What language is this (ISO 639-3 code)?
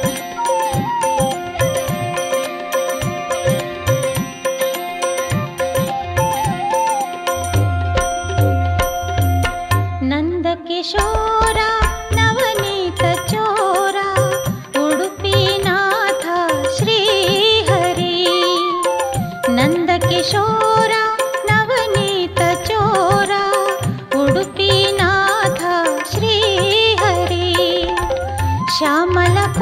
kan